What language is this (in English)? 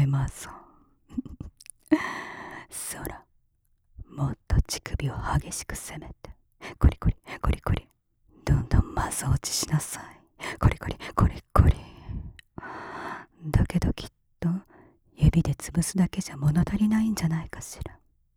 Japanese